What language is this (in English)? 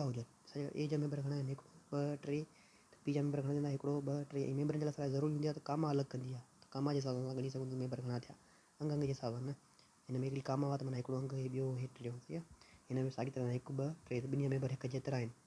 Sindhi